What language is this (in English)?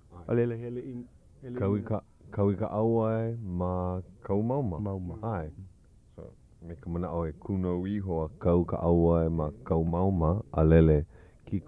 Hawaiian